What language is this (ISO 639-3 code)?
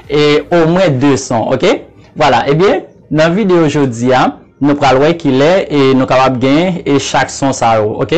hat